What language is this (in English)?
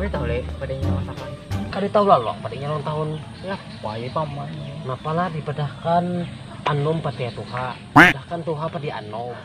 Banjar